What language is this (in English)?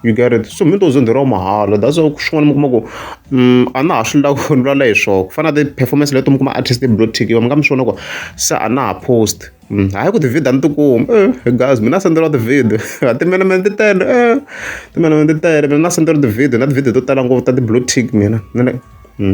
Tsonga